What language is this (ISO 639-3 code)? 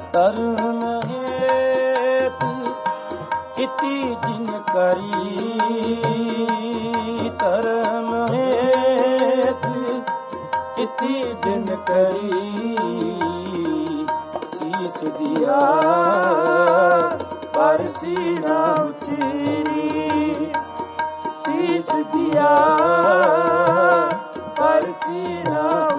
hin